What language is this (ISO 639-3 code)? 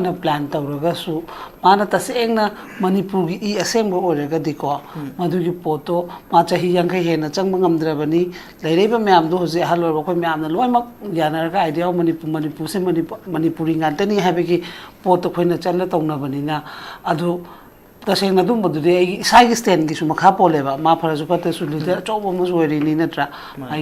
mni